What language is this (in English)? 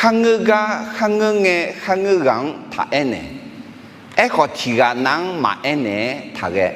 Akha